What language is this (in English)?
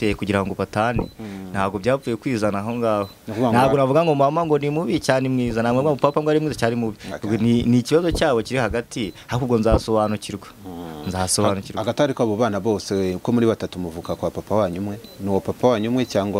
Kinyarwanda